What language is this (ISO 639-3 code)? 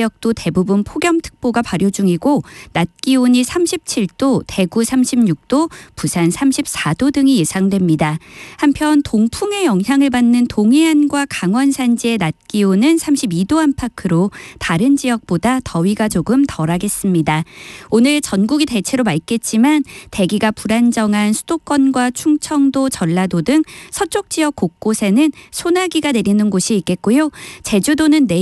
kor